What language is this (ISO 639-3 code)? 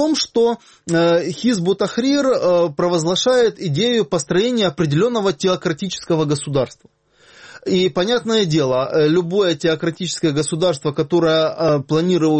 rus